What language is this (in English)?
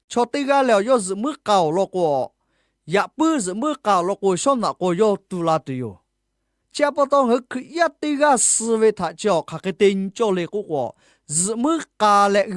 Lahu